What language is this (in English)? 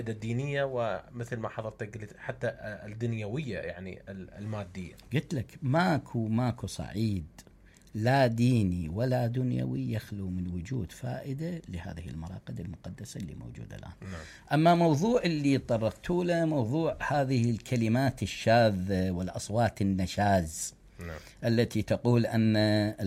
Mesopotamian Arabic